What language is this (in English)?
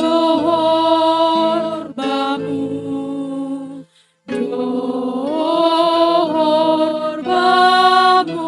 Batak Simalungun